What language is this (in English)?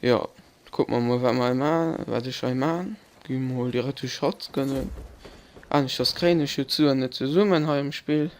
Luxembourgish